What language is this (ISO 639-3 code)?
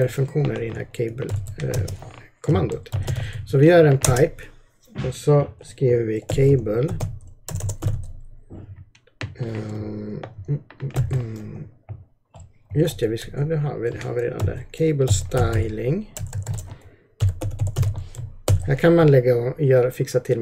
swe